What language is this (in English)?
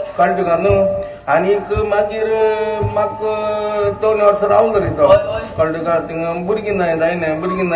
Konkani